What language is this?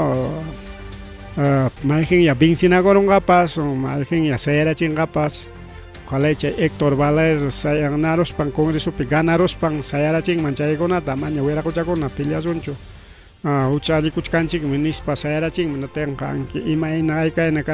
Ayacucho Quechua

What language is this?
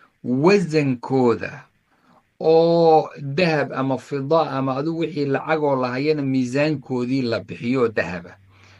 Somali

